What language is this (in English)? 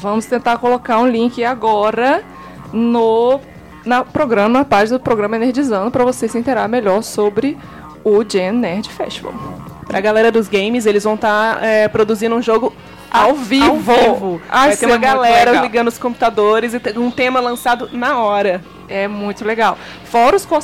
Portuguese